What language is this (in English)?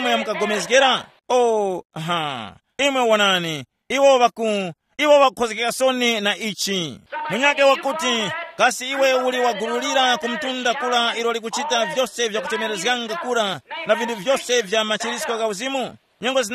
Tumbuka